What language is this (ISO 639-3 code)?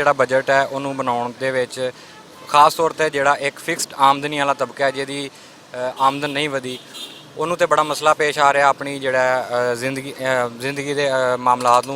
lah